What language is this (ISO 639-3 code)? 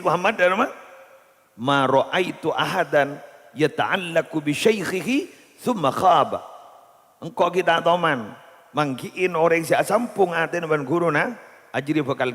mad